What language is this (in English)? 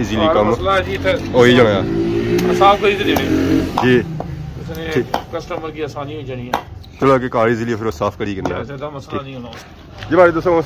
Pahari-Potwari